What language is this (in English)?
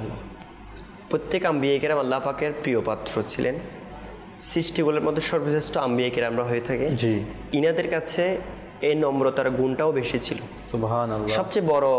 Bangla